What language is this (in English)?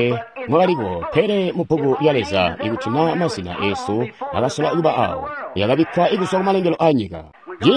Tonga (Zambia)